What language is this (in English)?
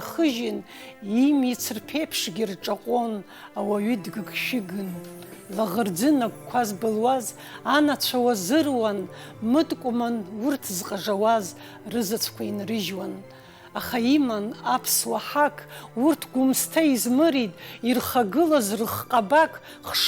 Abkhazian